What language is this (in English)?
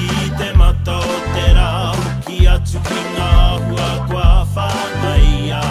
Māori